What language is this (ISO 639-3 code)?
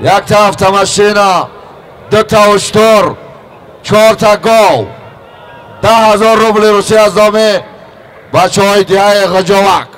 tgk